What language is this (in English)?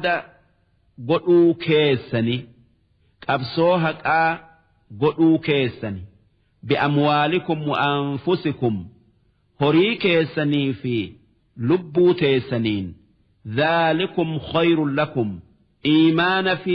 Oromo